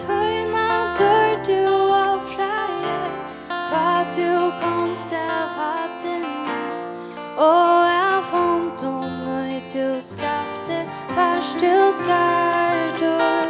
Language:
Faroese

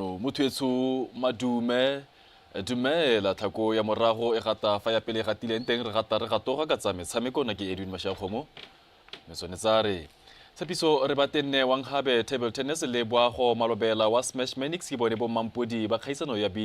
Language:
Tswana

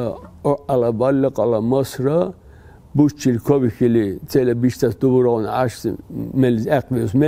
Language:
Dargwa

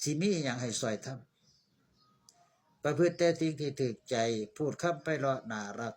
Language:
Northeastern Thai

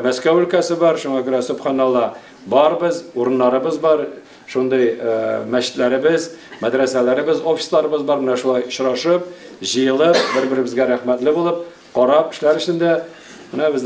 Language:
Tatar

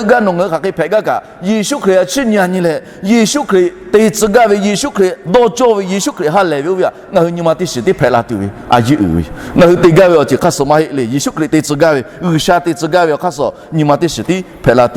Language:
Lahu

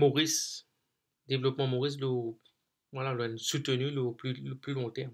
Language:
Morisyen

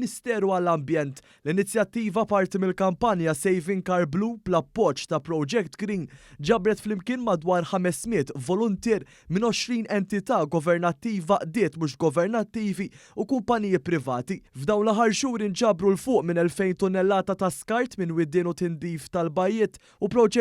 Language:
Maltese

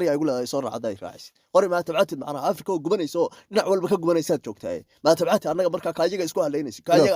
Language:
Somali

